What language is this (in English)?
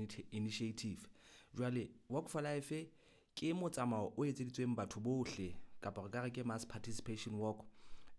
Southern Sotho